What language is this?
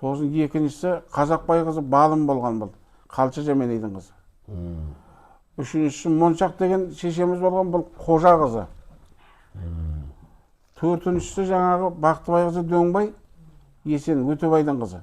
Kazakh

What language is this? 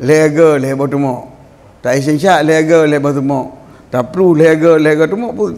Achinese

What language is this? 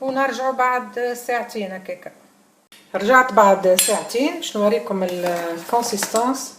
Tunisian Arabic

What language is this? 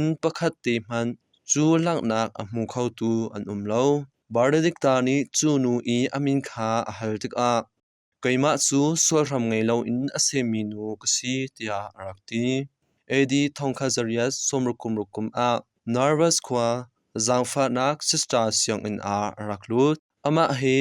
Hakha Chin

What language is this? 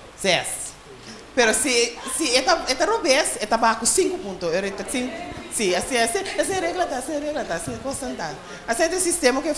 Papiamento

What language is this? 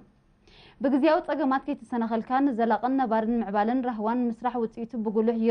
Tigrinya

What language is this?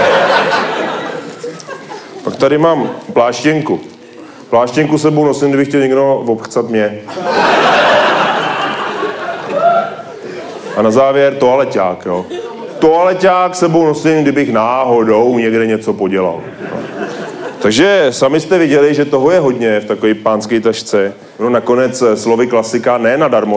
Czech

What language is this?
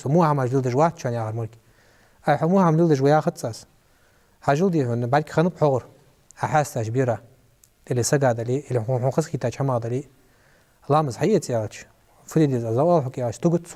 Ingush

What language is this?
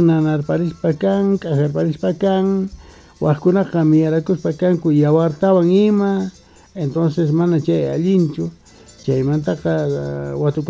South Bolivian Quechua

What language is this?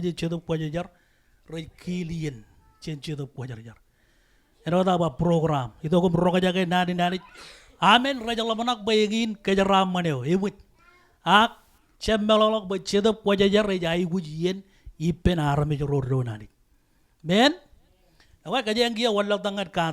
Marshallese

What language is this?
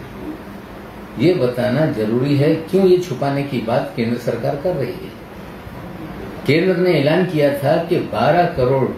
Hindi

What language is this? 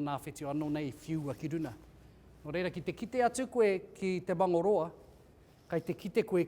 Māori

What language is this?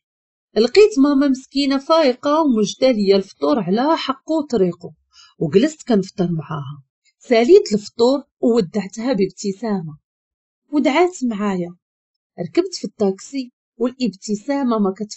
Moroccan Arabic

